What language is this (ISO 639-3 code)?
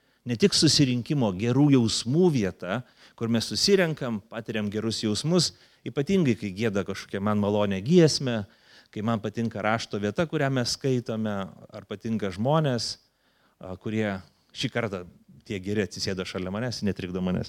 lit